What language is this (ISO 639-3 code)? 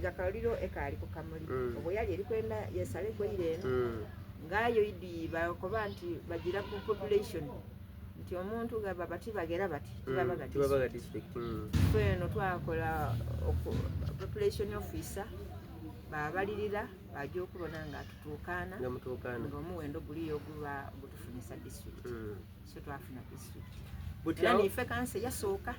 xog